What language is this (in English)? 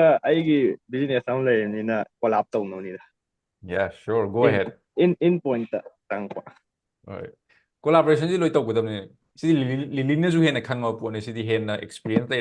Manipuri